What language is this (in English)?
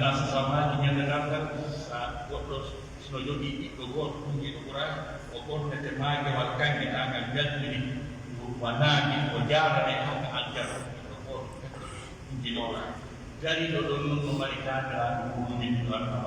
Pular